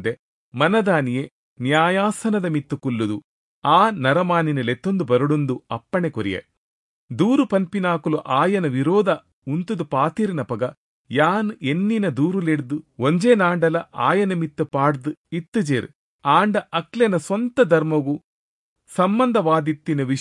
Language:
Tulu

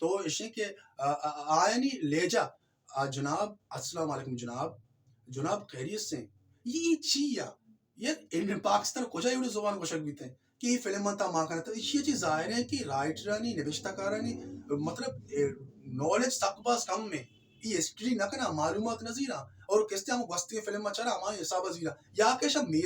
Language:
Baluchi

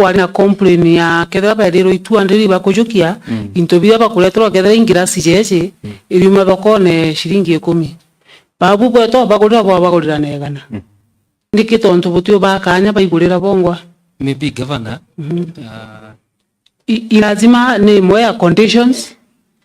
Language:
Meru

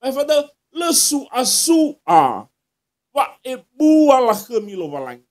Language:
Nias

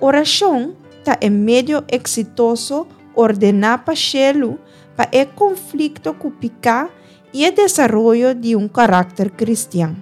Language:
Papiamento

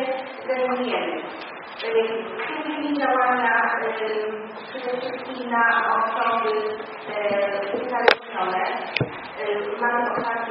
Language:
Polish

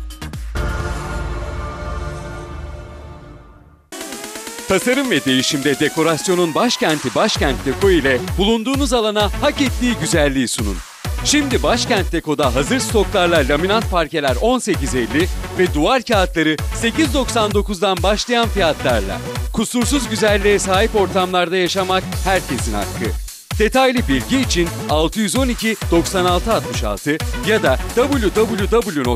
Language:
Turkish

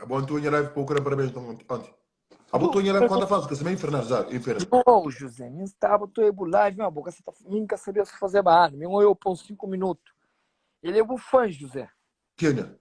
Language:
Kabuverdianu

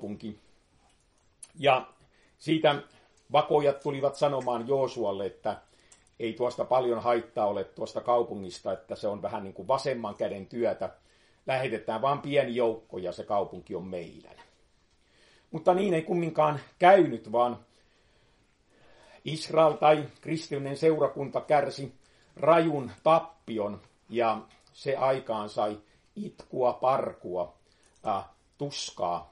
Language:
Finnish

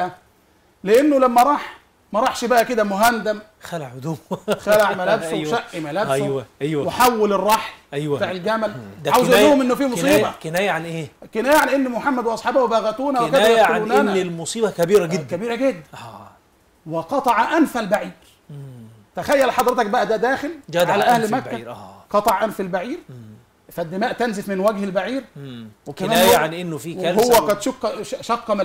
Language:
Egyptian Arabic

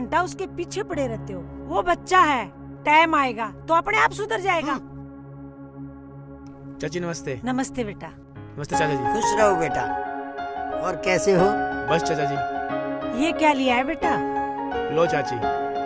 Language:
Hindi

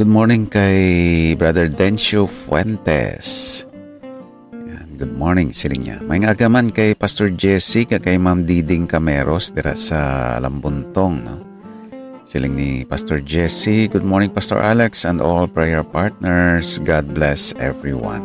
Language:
Hiligaynon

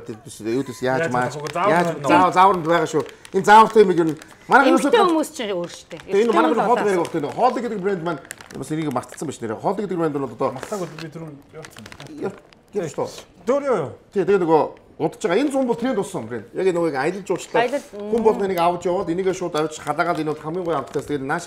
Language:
Mongolian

